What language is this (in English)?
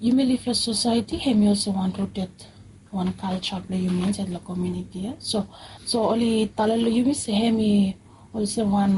Bislama